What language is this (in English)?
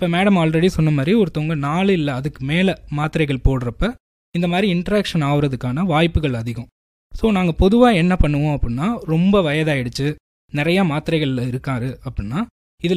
Tamil